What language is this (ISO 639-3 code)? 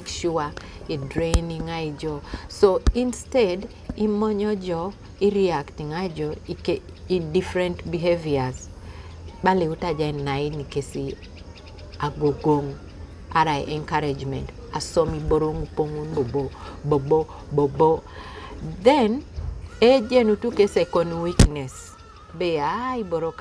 teo